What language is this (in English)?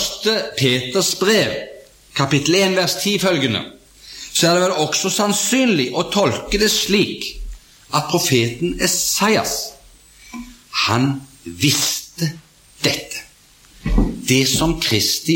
Norwegian